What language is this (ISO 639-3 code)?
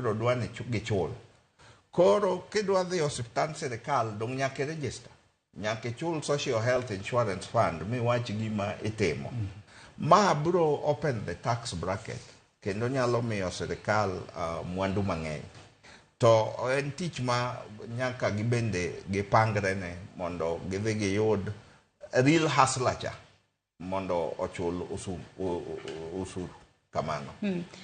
luo